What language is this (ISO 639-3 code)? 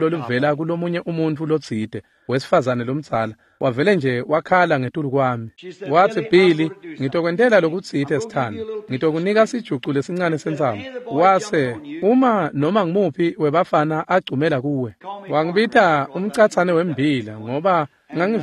ssw